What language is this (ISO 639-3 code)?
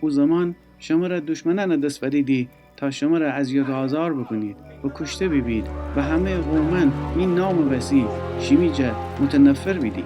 glk